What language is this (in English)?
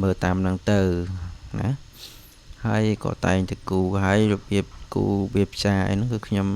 Khmer